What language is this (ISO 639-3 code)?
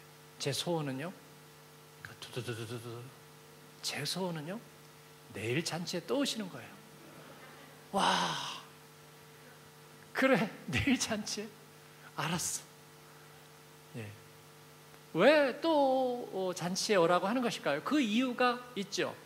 kor